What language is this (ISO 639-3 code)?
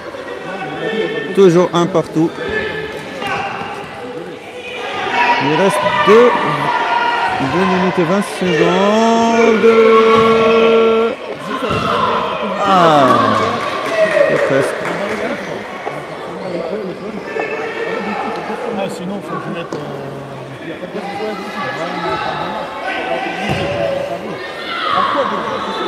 fra